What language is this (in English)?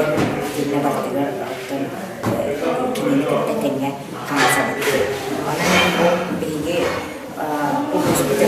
Yakut